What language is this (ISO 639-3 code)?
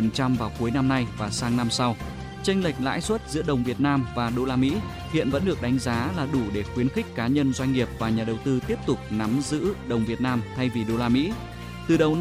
vie